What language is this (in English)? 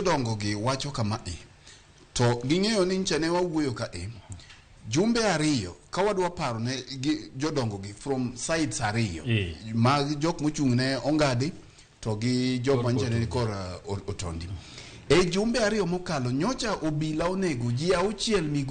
Luo (Kenya and Tanzania)